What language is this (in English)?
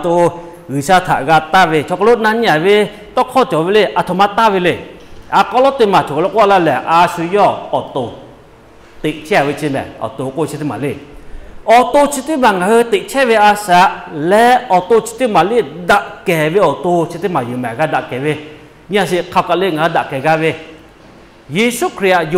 Lahu